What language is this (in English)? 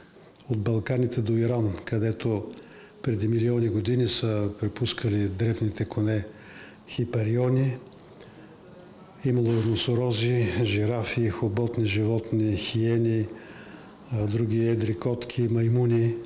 Bulgarian